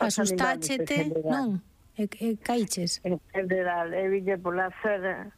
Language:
Galician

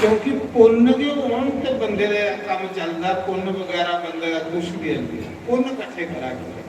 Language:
Dogri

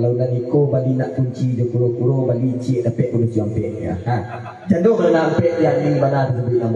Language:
Minangkabau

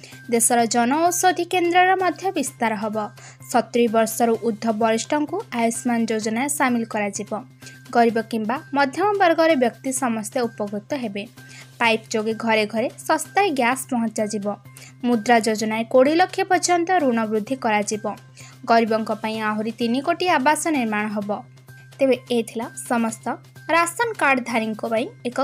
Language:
Odia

